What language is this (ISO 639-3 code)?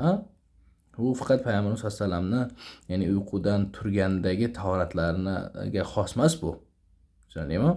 uzb